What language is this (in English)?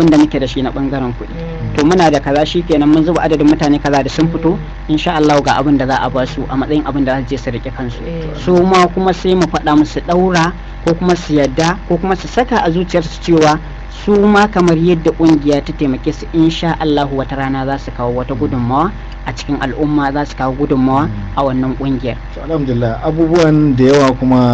Hausa